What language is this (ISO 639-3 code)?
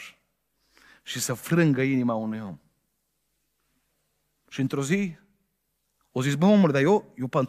ron